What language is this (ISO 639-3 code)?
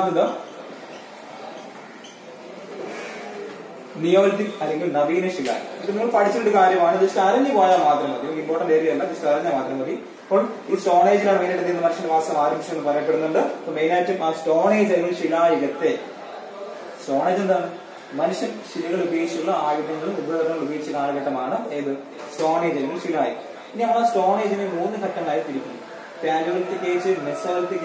mal